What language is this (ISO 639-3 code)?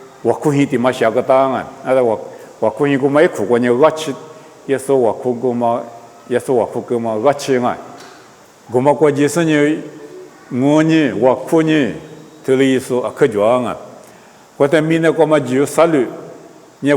lis